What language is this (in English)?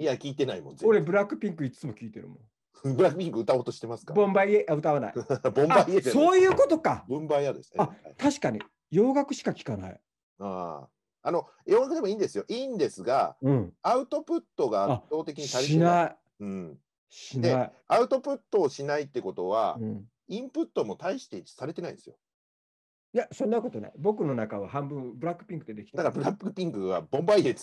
Japanese